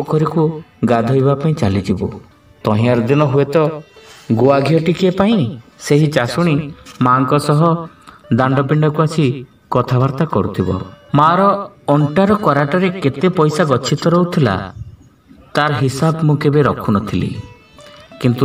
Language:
Odia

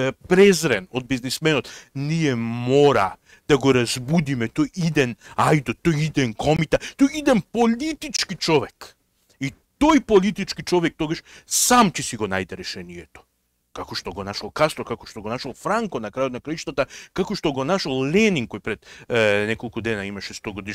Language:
Macedonian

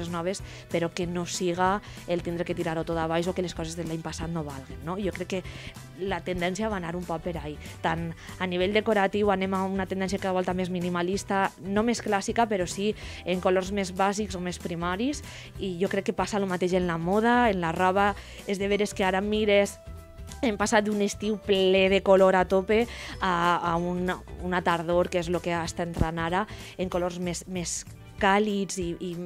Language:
Catalan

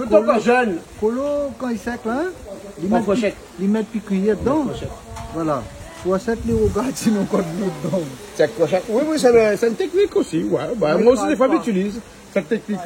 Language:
Réunion Creole French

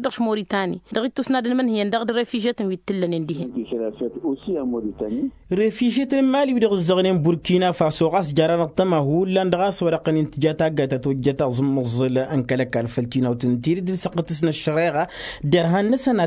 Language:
Tamasheq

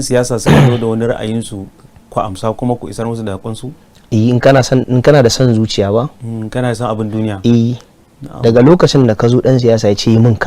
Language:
Hausa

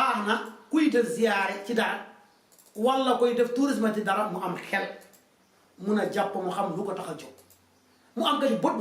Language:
Wolof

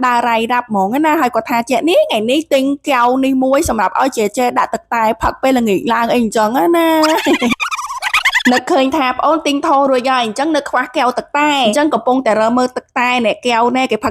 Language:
Khmer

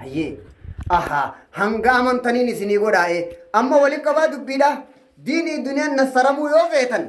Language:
Oromo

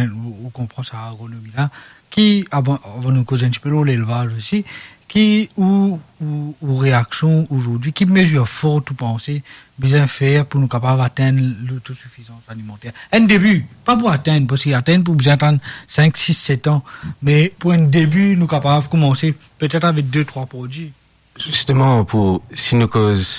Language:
Morisyen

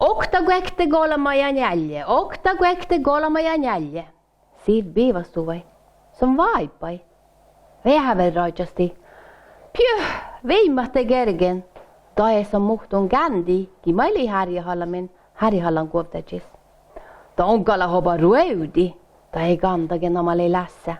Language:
Northern Sami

